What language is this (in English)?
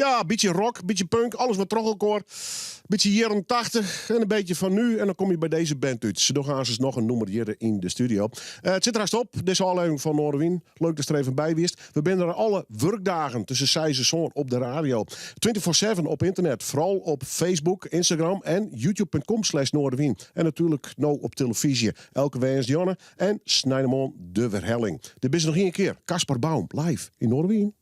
Western Frisian